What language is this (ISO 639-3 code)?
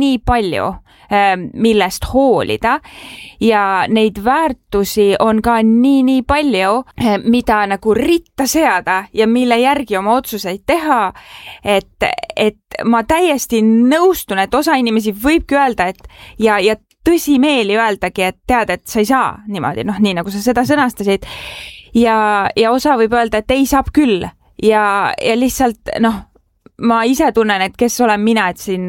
est